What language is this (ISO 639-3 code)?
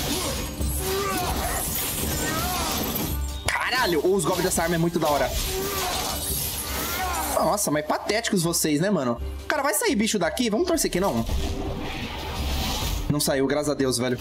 por